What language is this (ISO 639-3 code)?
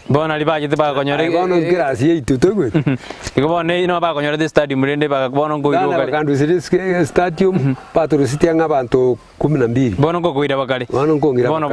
guz